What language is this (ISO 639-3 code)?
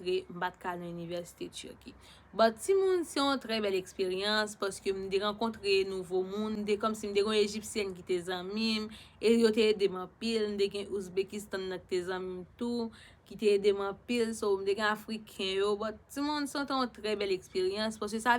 hat